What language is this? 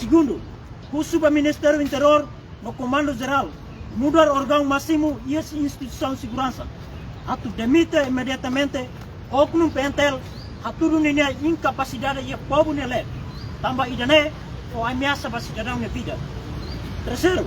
Tetum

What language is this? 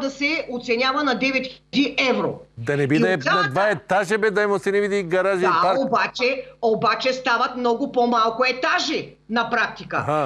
Bulgarian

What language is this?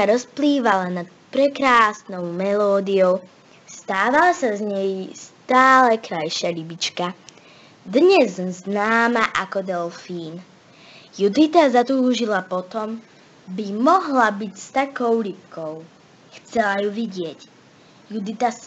Slovak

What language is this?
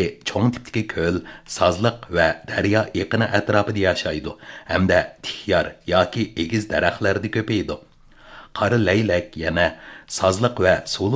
Uyghur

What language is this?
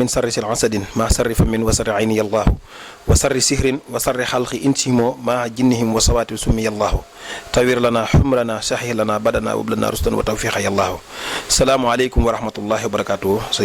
Wolof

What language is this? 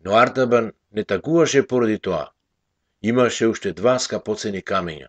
Macedonian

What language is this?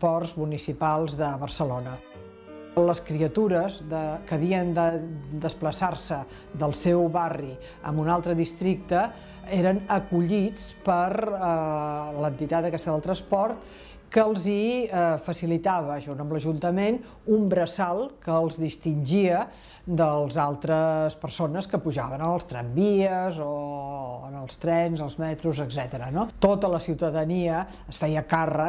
Catalan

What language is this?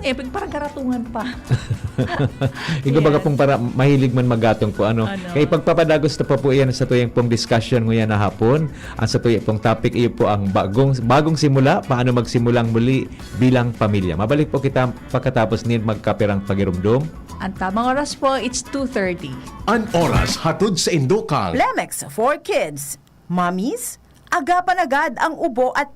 Bikol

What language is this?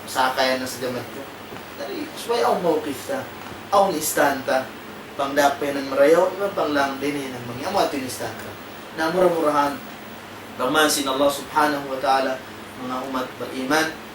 Tausug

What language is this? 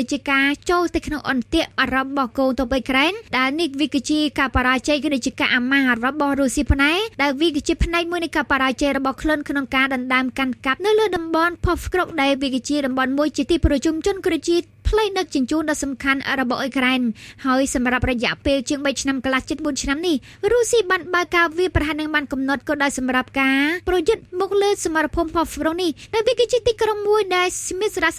Khmer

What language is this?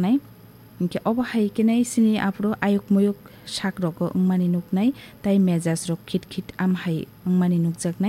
Kok Borok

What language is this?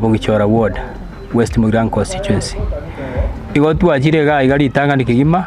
Gusii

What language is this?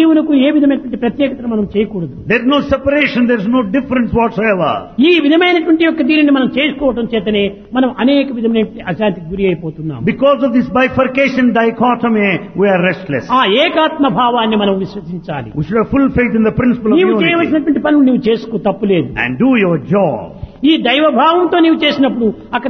Telugu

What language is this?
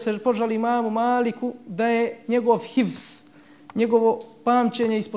Bosnian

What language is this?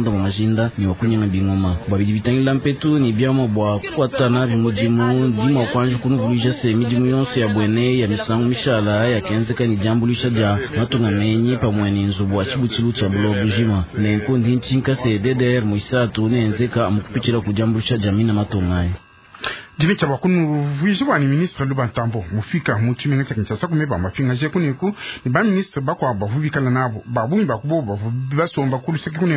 Luba-Lulua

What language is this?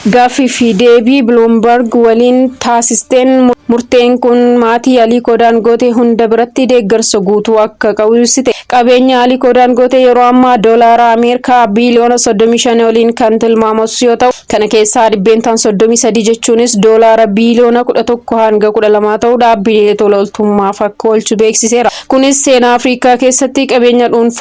Oromo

